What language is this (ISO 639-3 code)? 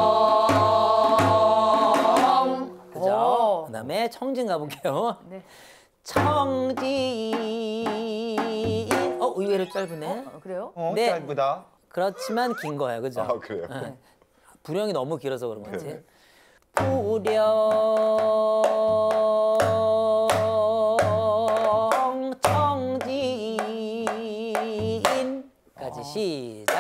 kor